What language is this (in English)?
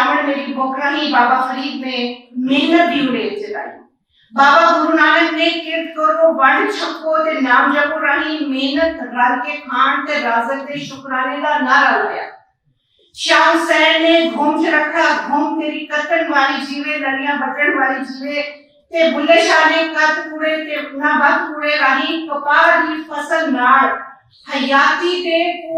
Western Panjabi